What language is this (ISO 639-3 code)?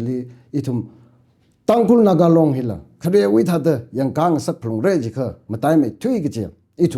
nmf